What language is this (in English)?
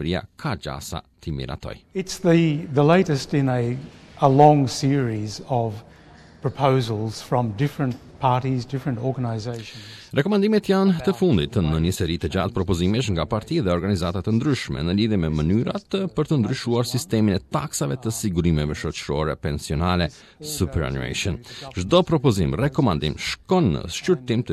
Albanian